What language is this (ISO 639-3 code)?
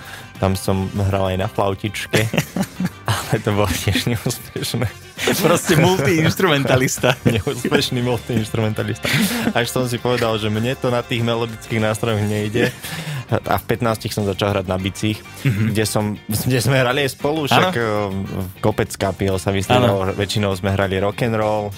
slk